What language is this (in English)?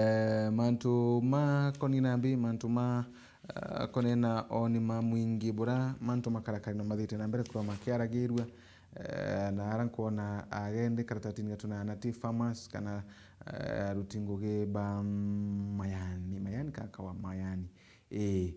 Meru